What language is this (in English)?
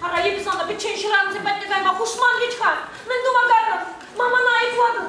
Chuvash